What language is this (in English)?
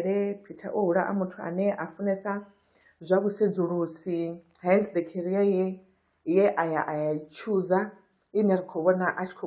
Venda